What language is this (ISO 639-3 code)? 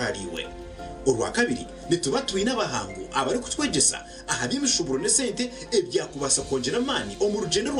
nyn